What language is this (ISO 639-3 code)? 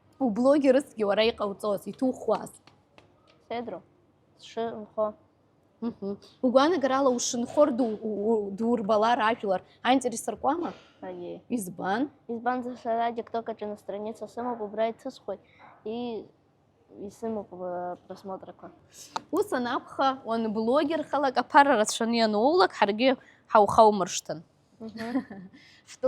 abk